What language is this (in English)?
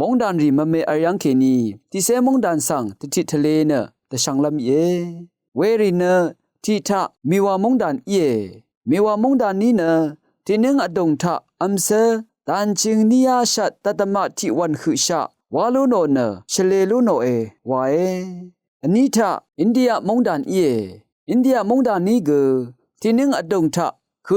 Rawang